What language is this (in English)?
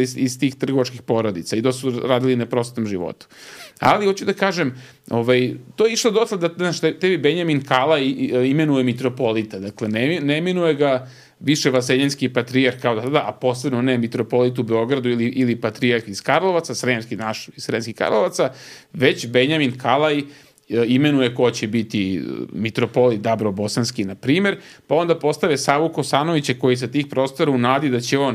Serbian